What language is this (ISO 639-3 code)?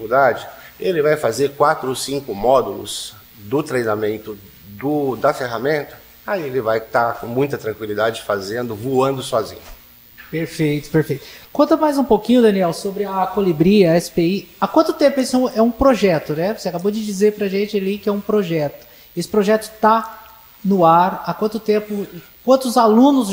por